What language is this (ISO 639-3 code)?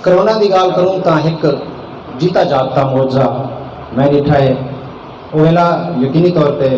skr